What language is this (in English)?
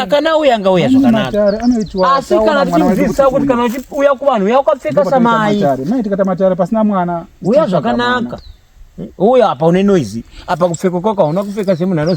Shona